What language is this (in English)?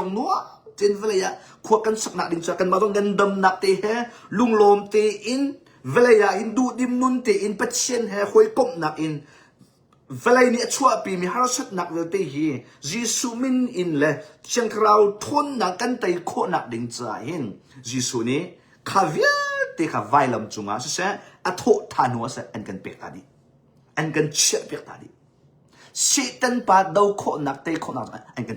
Hakha Chin